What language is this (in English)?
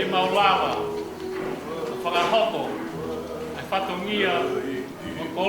Tongan